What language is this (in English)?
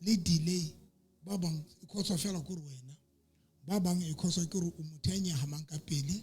Southern Sotho